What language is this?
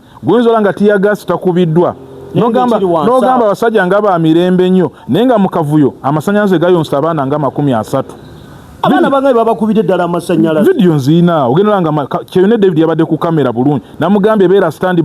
Ganda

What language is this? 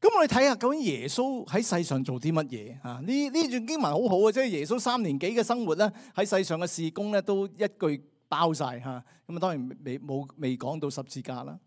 Cantonese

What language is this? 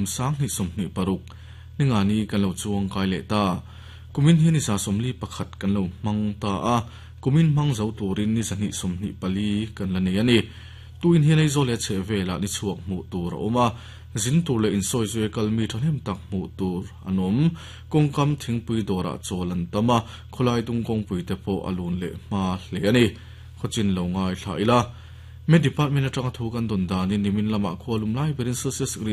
Mizo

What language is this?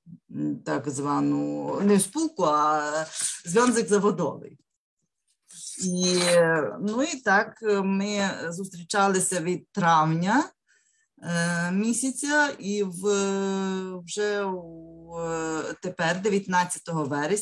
Ukrainian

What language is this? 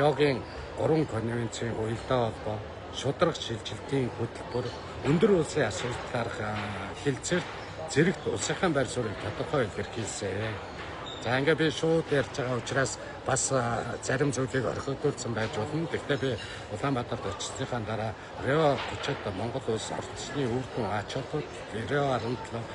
Mongolian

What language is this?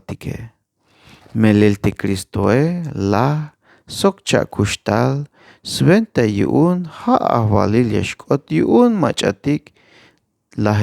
Tzeltal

